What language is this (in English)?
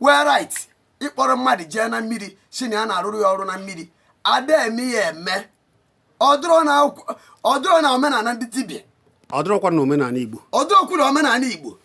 Igbo